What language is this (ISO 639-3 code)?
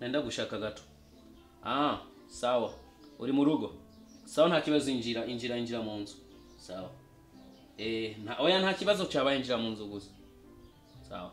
run